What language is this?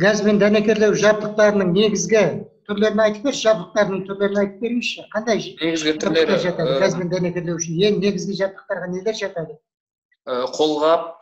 Kazakh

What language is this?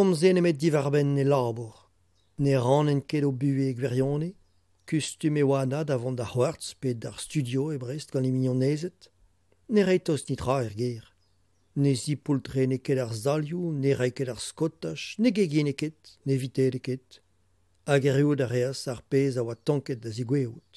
Breton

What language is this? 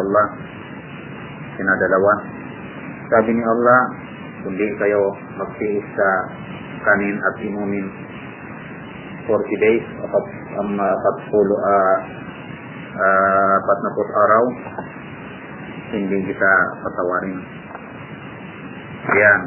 Filipino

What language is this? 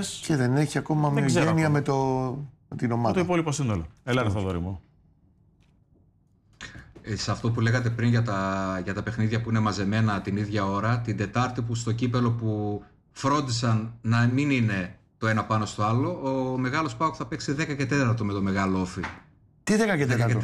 Greek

